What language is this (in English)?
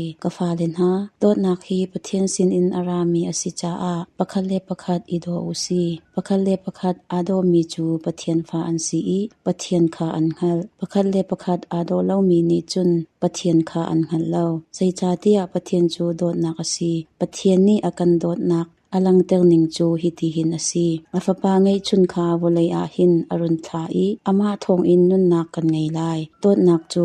Hakha Chin